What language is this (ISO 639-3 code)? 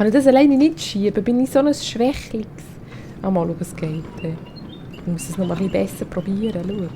gsw